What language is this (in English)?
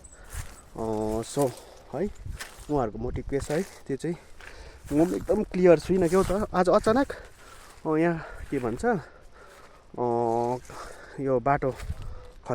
Nepali